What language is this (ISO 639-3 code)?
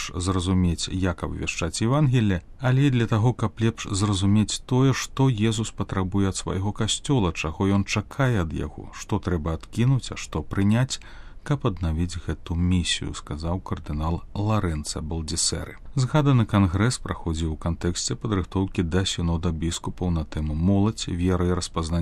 bel